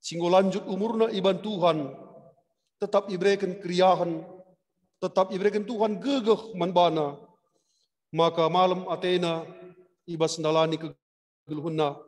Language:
Batak Karo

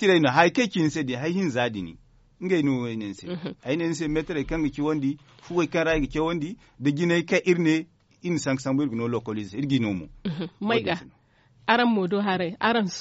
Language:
Zarma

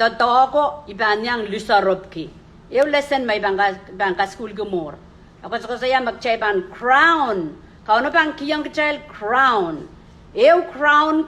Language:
Pohnpeian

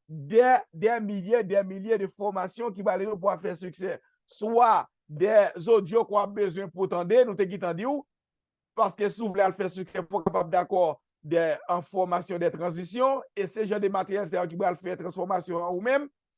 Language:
Haitian Creole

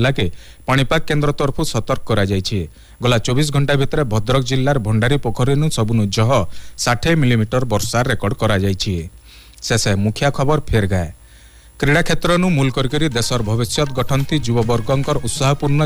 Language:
Odia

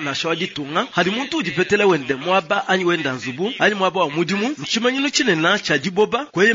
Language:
Luba-Lulua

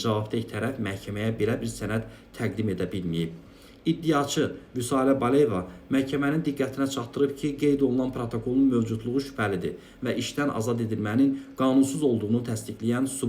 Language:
Azerbaijani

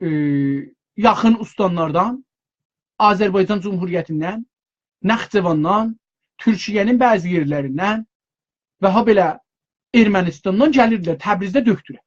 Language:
South Azerbaijani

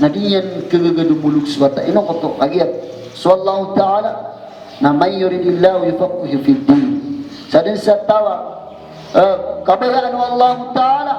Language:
Maranao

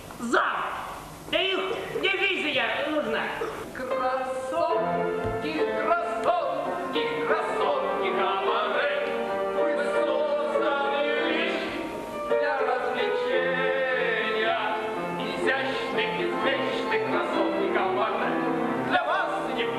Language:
Russian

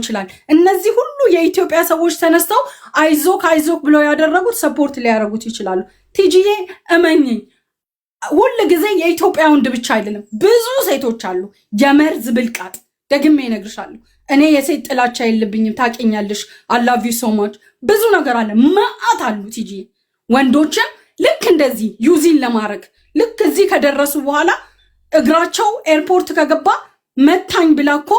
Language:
Amharic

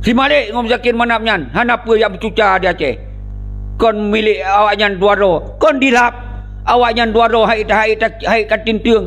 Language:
Achinese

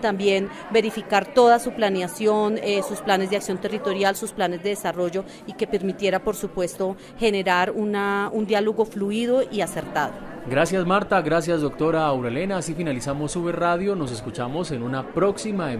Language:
Spanish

